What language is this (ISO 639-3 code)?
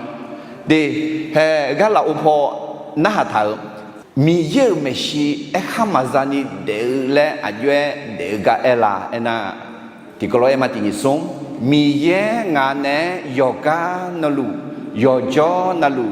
ahk